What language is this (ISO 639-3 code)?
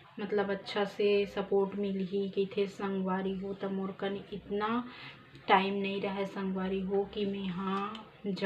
hne